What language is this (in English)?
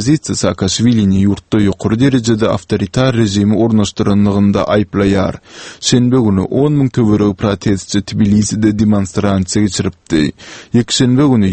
Turkmen